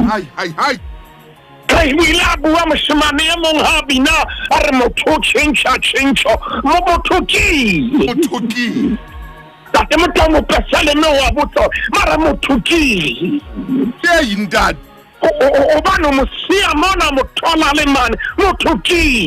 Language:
Southern Sotho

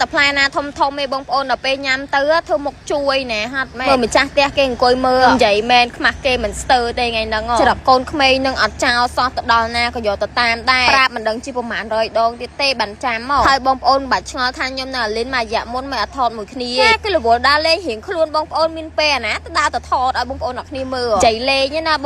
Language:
Khmer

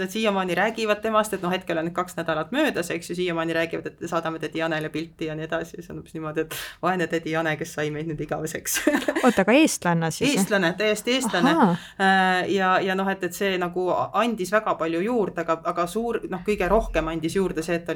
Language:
Estonian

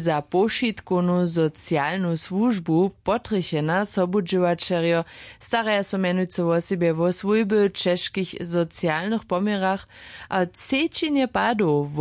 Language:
Upper Sorbian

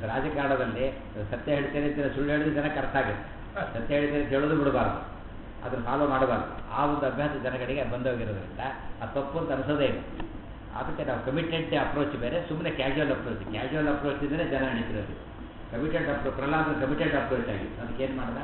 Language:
Kannada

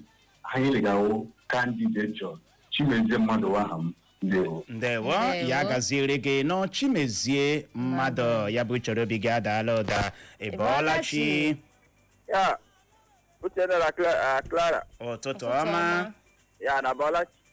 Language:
Igbo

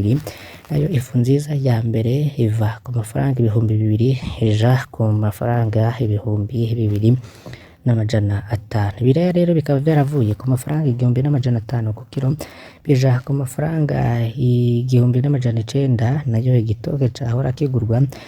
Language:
Rundi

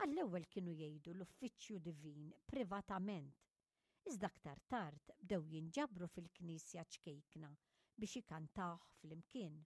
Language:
Maltese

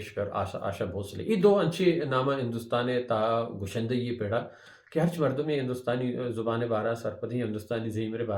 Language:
Baluchi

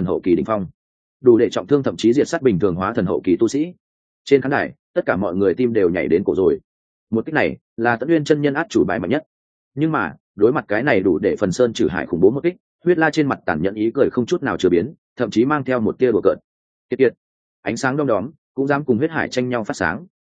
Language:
Vietnamese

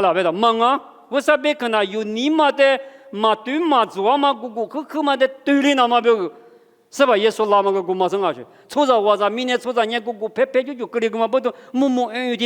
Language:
Lisu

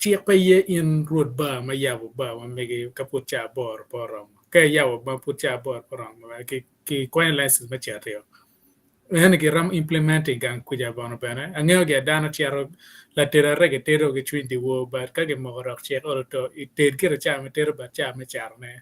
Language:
Acoli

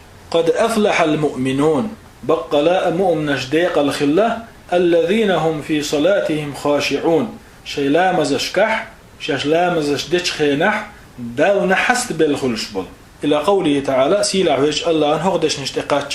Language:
Chechen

